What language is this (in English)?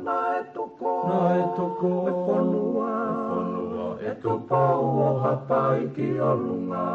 Tongan